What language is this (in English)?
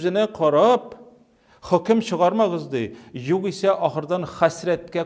Tatar